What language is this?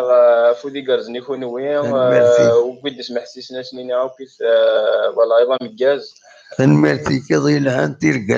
Kabyle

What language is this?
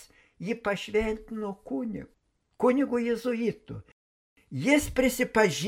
Lithuanian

